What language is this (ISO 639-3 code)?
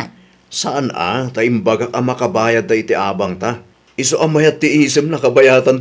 ilo